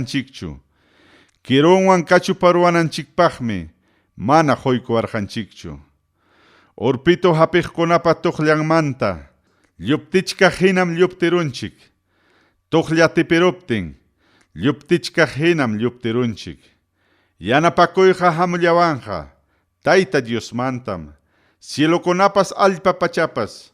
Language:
Ayacucho Quechua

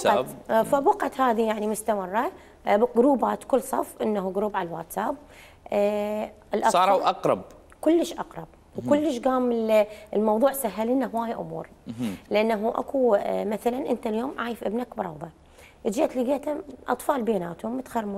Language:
Mesopotamian Arabic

